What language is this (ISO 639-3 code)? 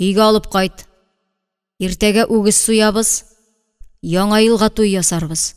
tat